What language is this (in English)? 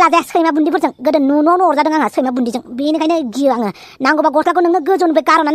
Bodo